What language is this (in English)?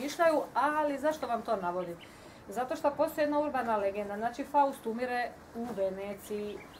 Croatian